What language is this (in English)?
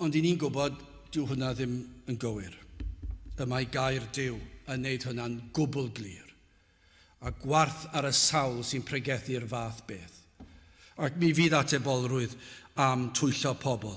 Welsh